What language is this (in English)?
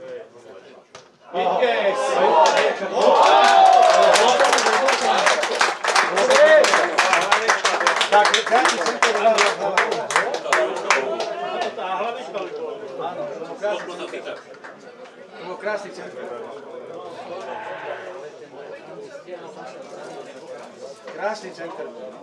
Slovak